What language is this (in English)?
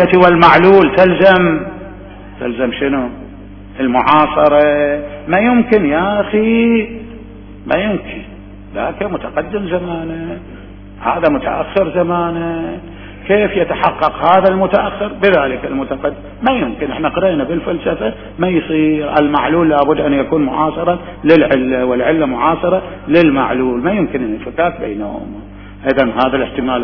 Mesopotamian Arabic